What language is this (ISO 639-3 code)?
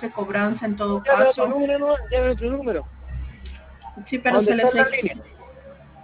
spa